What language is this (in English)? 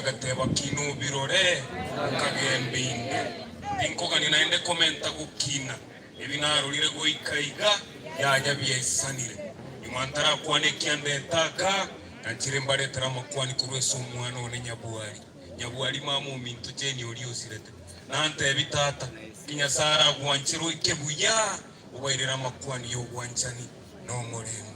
Gusii